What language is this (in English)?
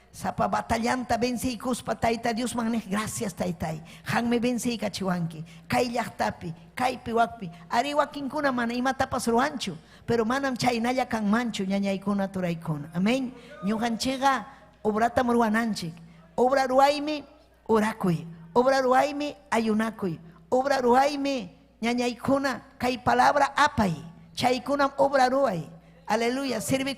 Ayacucho Quechua